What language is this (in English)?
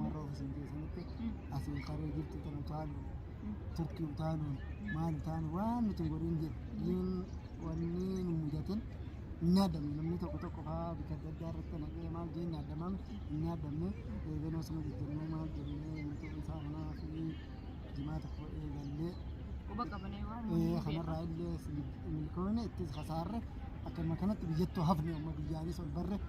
Oromo